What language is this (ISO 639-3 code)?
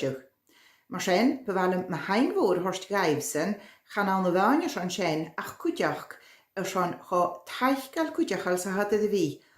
gla